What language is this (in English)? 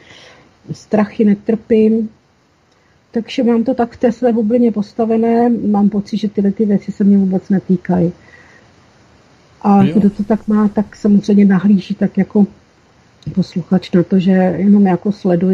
Czech